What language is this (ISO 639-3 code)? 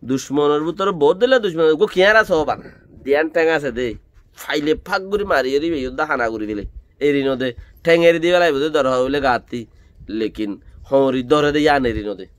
rhg